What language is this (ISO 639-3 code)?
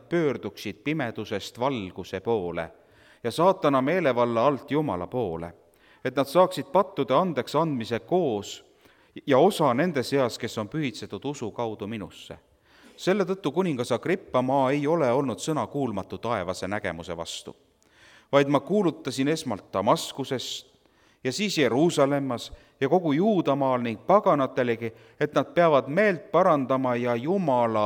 est